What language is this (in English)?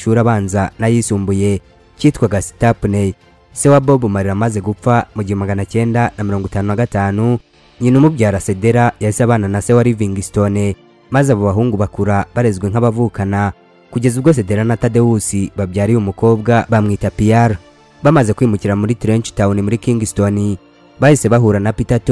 Kinyarwanda